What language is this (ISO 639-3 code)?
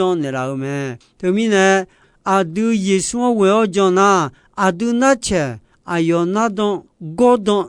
ahk